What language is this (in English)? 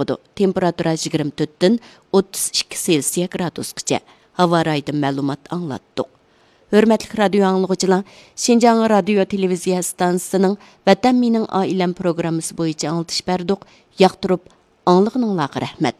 Uyghur